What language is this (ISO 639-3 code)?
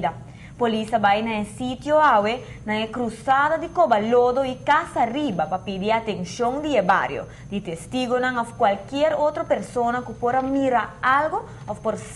pap